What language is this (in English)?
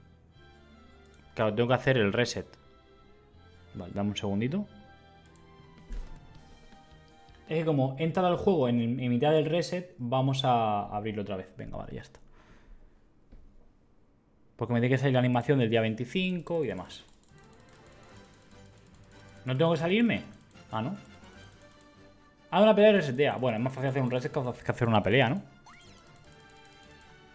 Spanish